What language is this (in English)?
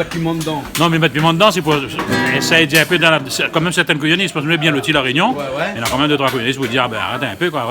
Réunion Creole French